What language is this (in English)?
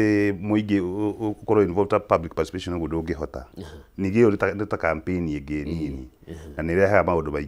Kikuyu